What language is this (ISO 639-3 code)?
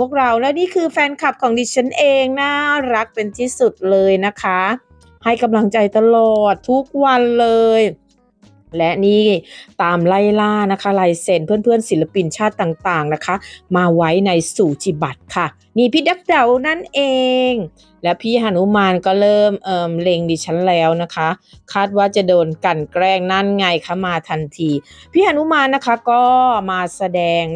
tha